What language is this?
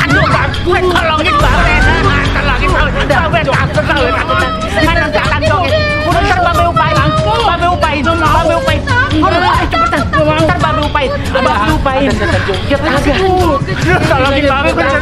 Betawi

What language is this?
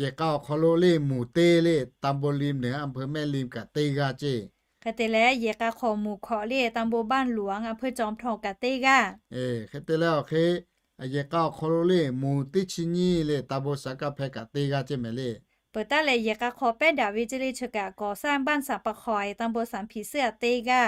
Lahu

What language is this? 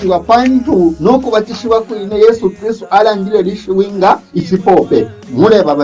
Bemba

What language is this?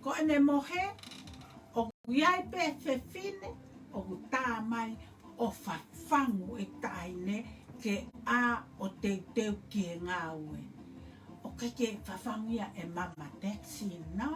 Tongan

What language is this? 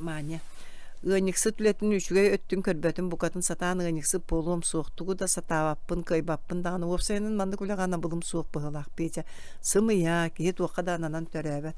Yakut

